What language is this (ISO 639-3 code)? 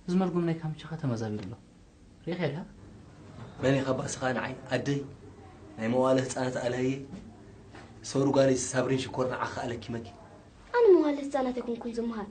tir